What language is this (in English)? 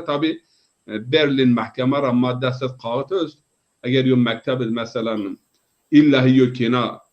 Zaza